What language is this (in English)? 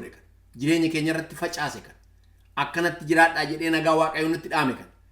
Oromo